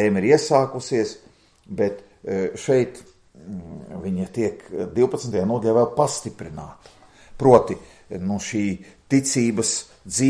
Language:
Latvian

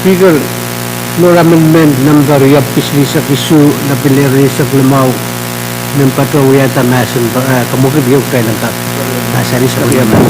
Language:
Pohnpeian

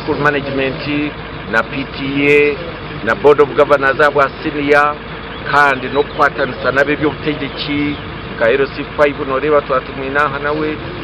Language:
Nyankole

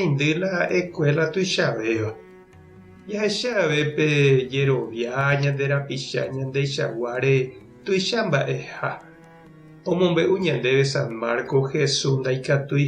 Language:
Guarani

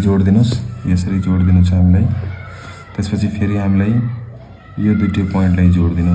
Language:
Nepali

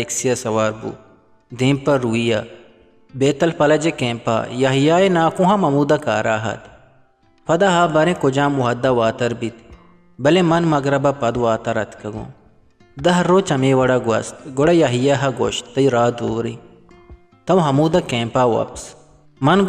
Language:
Eastern Balochi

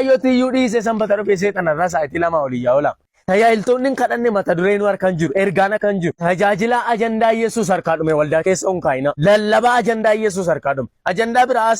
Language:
Oromo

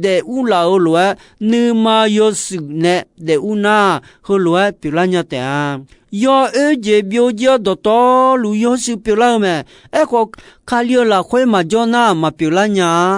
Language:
Akha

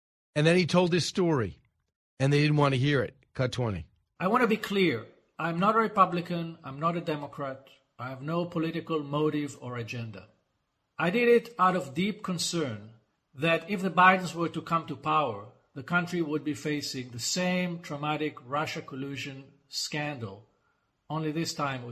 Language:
English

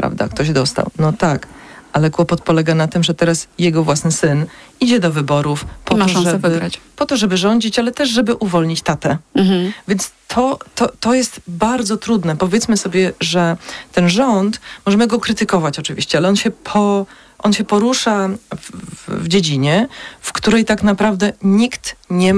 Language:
Polish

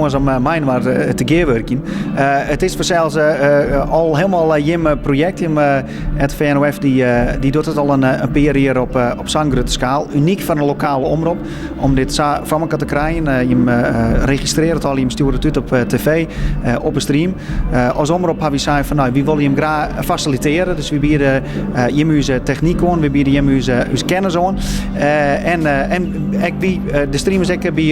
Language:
Western Frisian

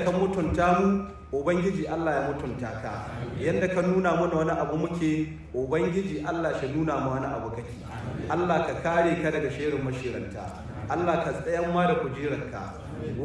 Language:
Hausa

